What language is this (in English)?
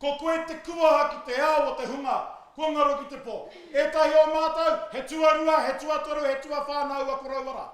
Māori